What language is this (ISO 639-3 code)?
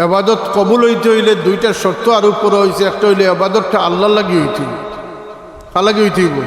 syl